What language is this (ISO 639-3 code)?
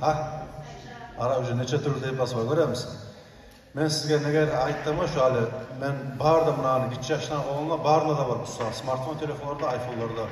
kum